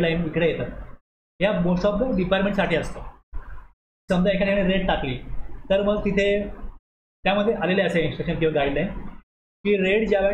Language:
Marathi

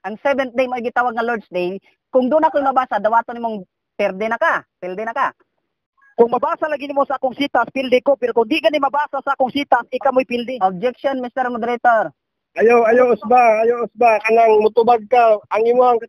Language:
Cebuano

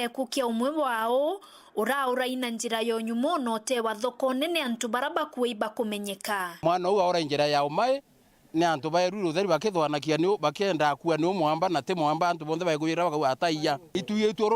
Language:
Meru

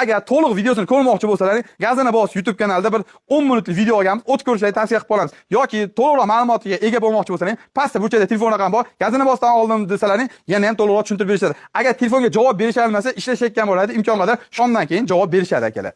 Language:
Uzbek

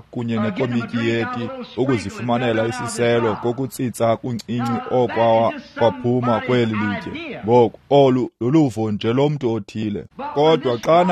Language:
Xhosa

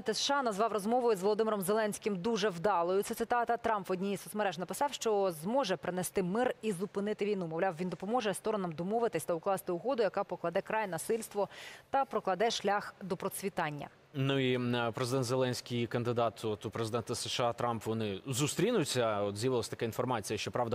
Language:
Ukrainian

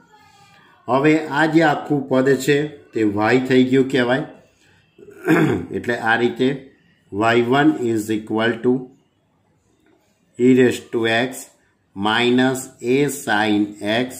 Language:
Gujarati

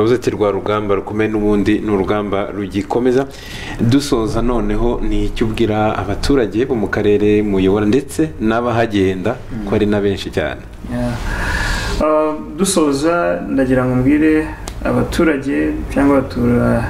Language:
Kinyarwanda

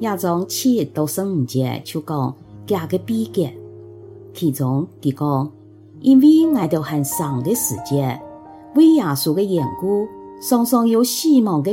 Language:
Hakka Chinese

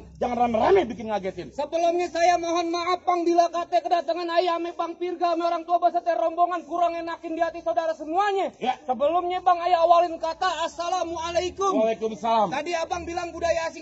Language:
Betawi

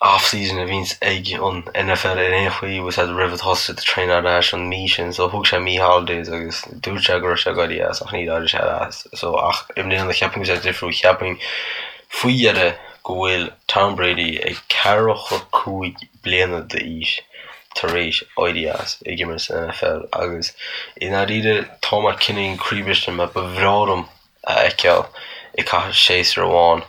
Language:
Irish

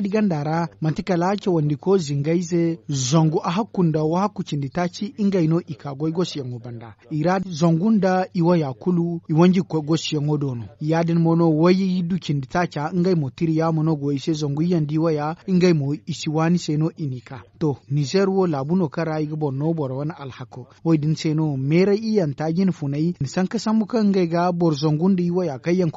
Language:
Zarma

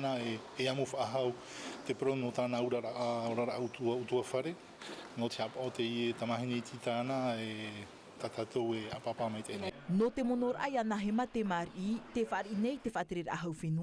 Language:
Tahitian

